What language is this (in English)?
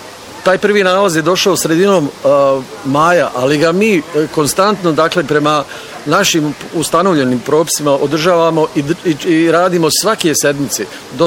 Bosnian